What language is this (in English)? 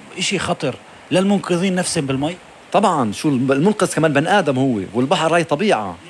North Levantine Arabic